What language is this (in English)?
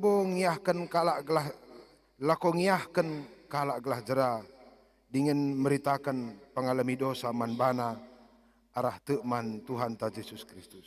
Batak Karo